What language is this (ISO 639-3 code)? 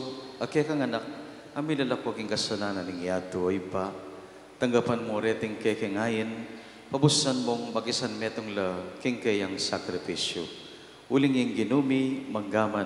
pam